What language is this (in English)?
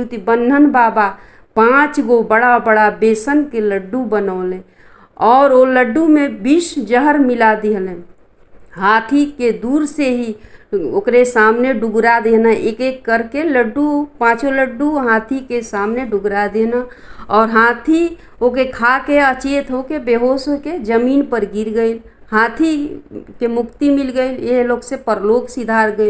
Bhojpuri